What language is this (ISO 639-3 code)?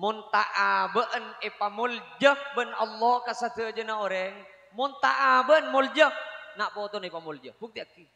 mad